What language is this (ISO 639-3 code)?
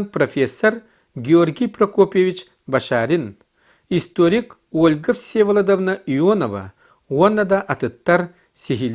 sah